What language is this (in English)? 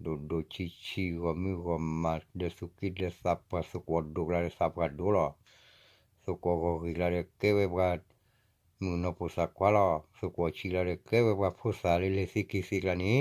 S'gaw Karen